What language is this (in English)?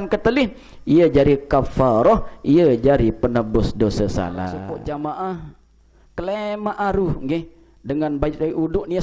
Sasak